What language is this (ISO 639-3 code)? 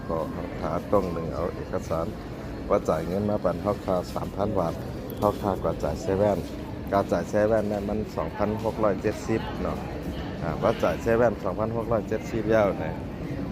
shn